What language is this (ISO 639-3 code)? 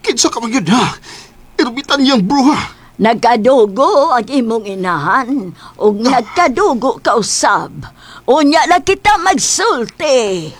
ceb